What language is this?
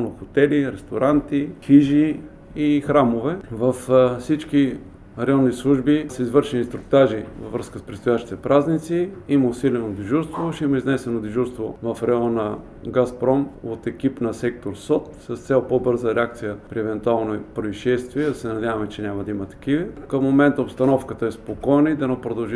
Bulgarian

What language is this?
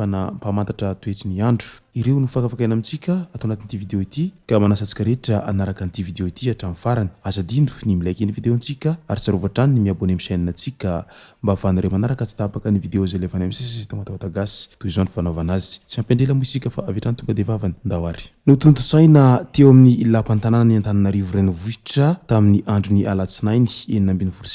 Malagasy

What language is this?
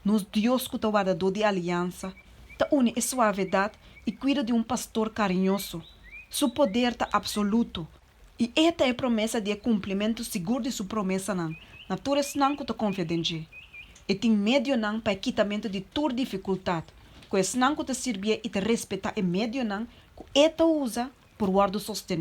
Papiamento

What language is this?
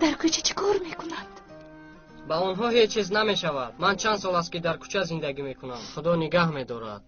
Tajik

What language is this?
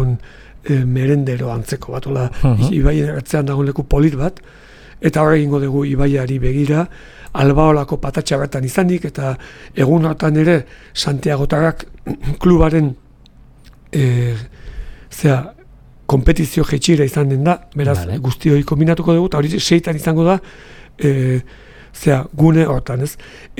Basque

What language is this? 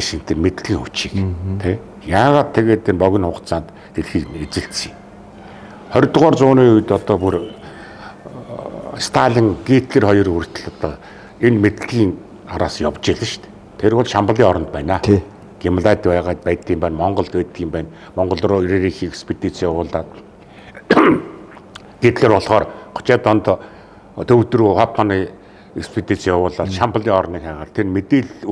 Mongolian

